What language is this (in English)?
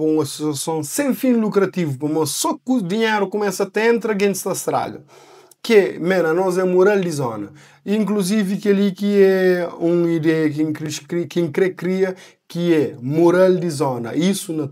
Kabuverdianu